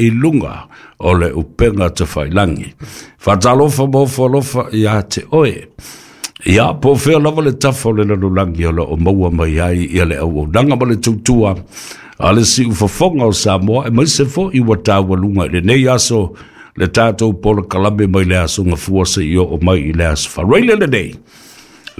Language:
Samoan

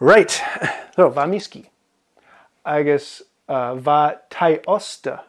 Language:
Scottish Gaelic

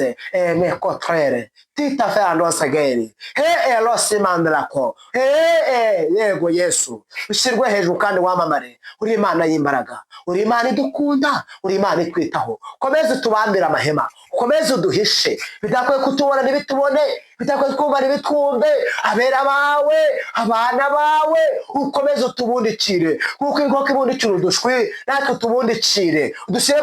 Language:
Kinyarwanda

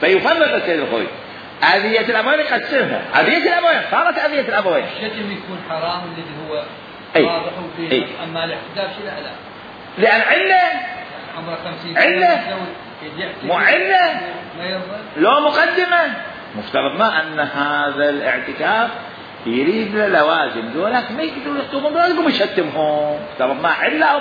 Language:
Mesopotamian Arabic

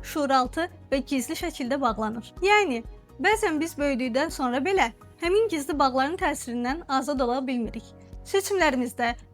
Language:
Azerbaijani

